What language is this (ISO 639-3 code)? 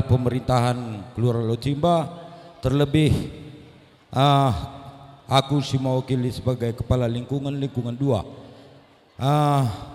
btx